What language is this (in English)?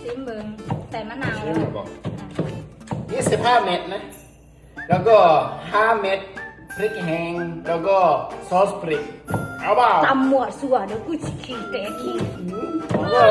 Lao